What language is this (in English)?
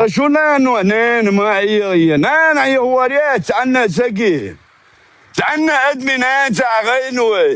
Chechen